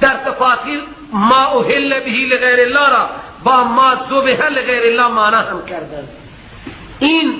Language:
Persian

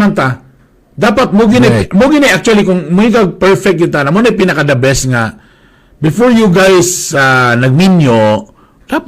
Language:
Cebuano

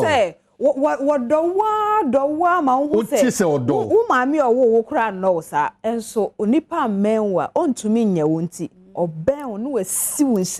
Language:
Akan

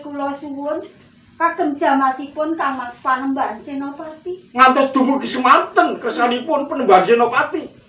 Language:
Javanese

